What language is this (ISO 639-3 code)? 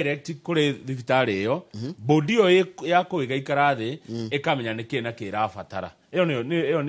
kik